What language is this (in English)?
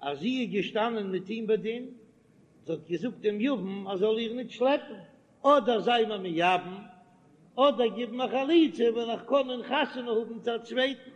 Yiddish